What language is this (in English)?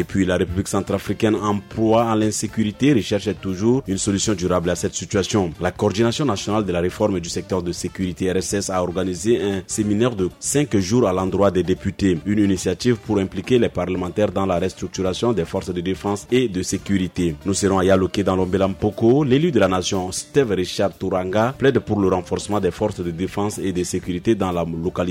French